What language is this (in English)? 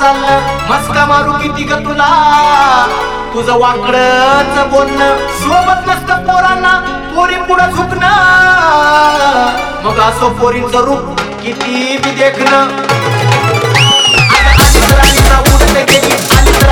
Marathi